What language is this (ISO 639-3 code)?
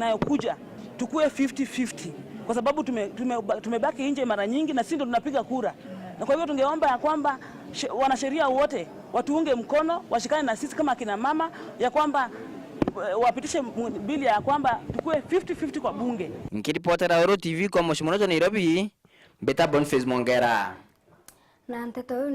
mer